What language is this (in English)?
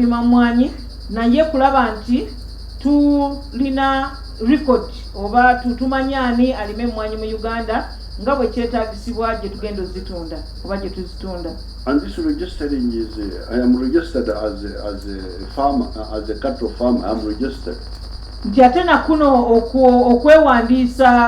Ganda